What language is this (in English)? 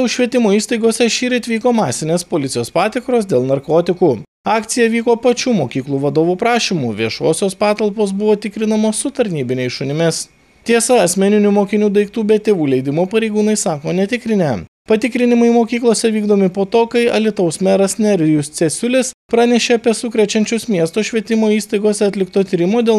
Lithuanian